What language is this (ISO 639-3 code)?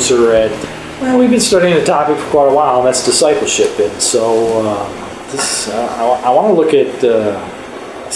eng